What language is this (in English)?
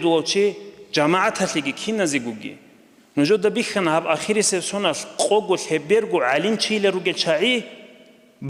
Avaric